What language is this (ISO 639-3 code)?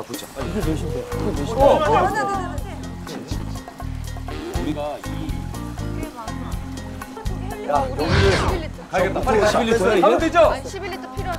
kor